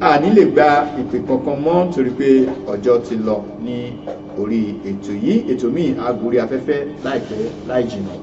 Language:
Yoruba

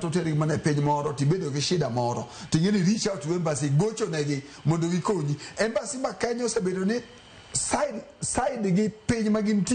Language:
Luo (Kenya and Tanzania)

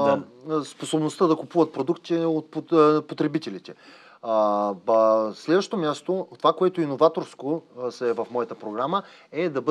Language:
Bulgarian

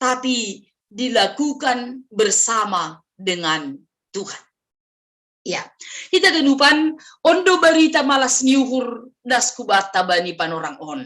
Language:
Batak Simalungun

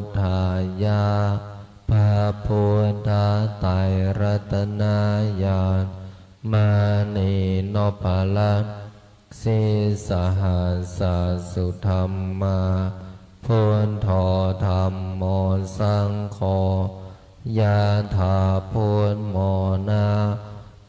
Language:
Pali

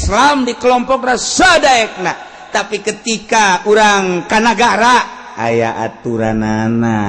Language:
Sundanese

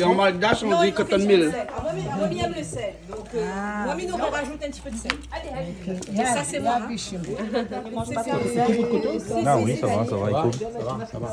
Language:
Réunion Creole French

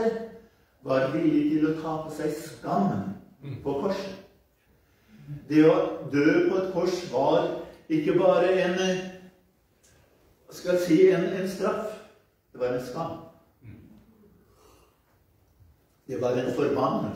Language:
Norwegian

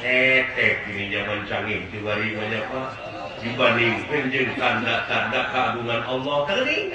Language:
Sundanese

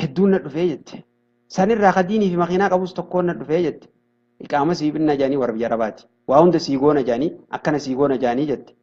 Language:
Oromo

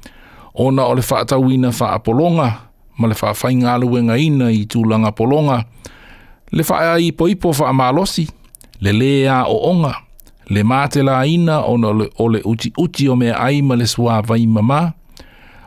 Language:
Samoan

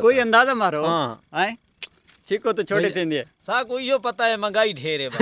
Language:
Saraiki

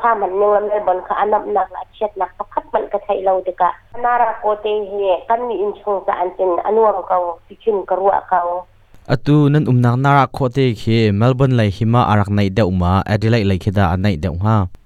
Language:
Hakha Chin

